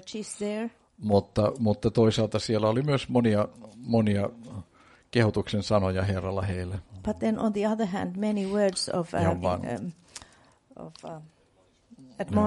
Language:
Finnish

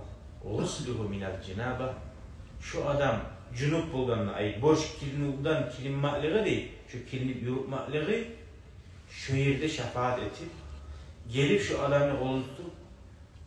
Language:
Kumyk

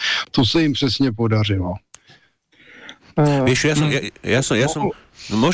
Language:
Slovak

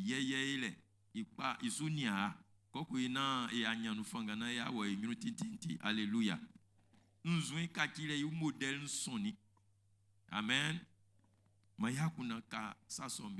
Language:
Baoulé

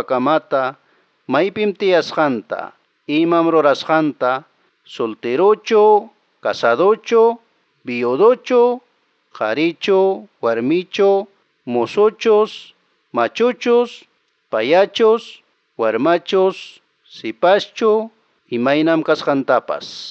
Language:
Quechua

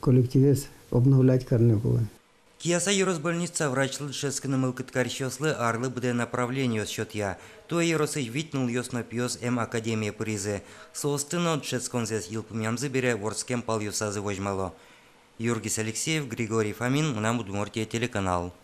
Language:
Udmurt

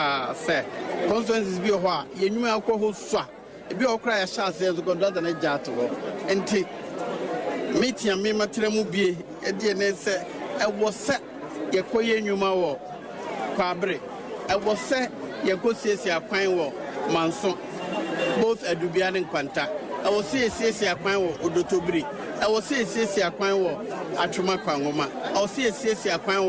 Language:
Akan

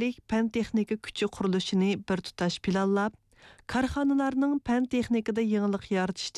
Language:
Uyghur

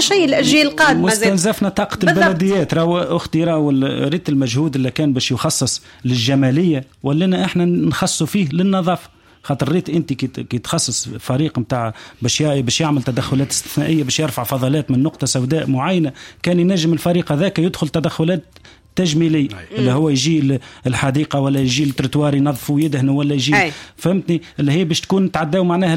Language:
Tunisian Arabic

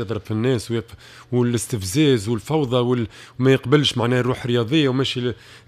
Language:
Tunisian Arabic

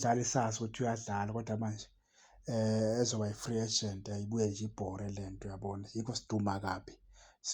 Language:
Zulu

